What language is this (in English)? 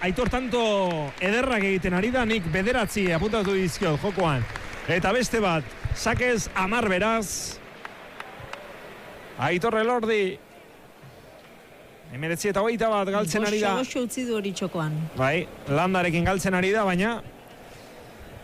Basque